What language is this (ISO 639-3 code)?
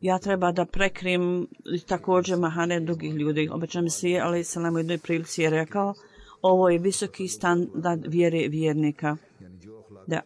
bos